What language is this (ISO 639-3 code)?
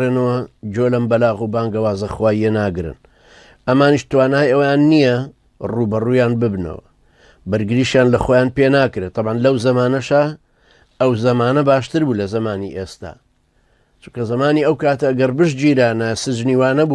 ckb